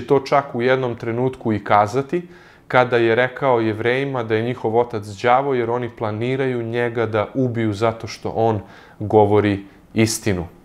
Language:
Serbian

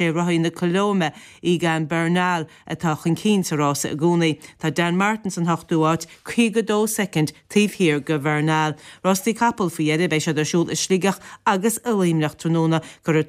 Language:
Irish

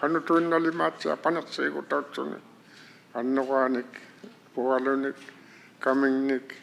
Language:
Inuktitut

